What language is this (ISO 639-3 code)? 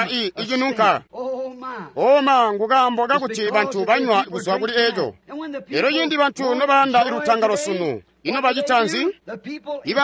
toi